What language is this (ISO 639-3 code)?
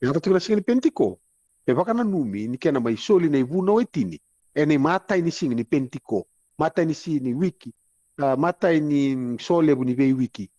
fij